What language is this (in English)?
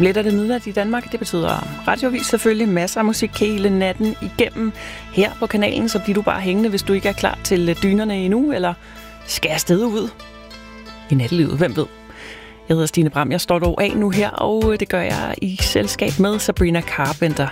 Danish